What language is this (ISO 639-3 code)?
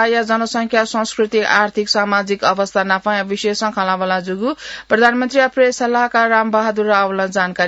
new